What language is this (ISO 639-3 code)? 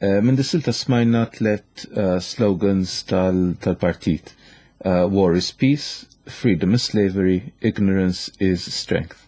mlt